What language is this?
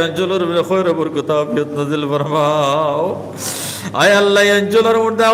Sylheti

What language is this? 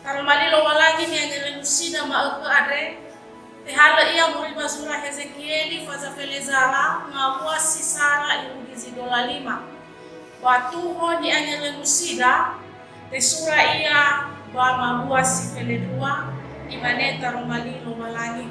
Nias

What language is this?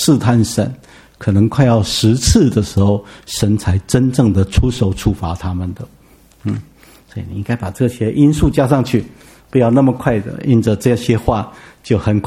Chinese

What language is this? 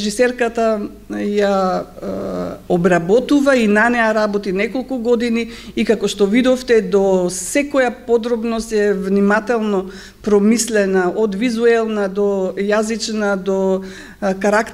Macedonian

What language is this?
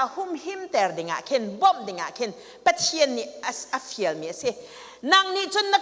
Hakha Chin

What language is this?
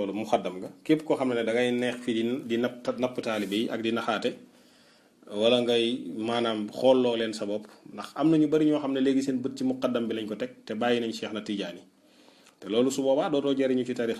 Wolof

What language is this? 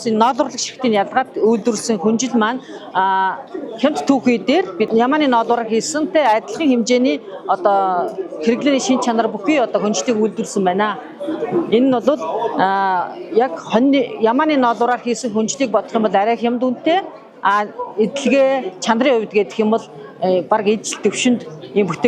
Mongolian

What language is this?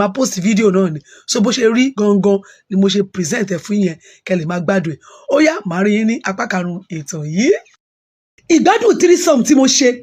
Yoruba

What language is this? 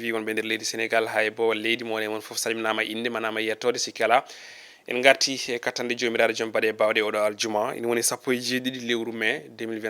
Fula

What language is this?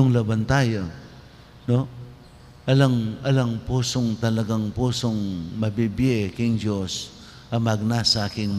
Pampanga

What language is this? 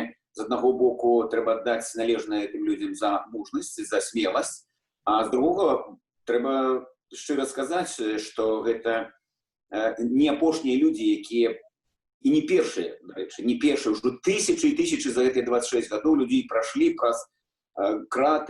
Belarusian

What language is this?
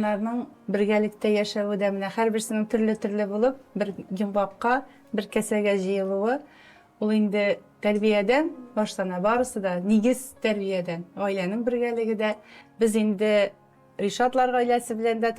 Tatar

